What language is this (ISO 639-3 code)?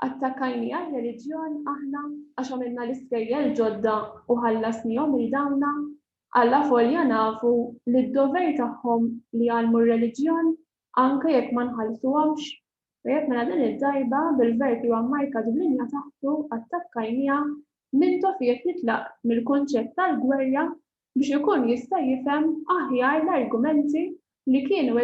mlt